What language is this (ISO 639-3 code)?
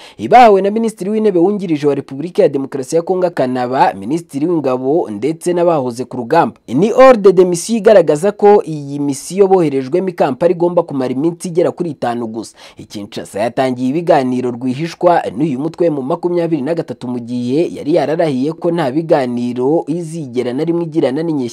kin